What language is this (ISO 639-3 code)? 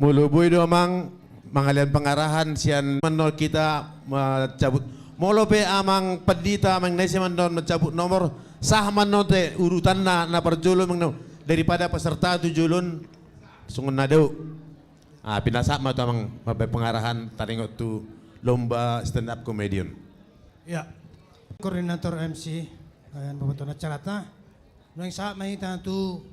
bbc